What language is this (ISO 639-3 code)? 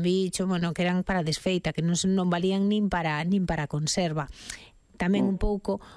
glg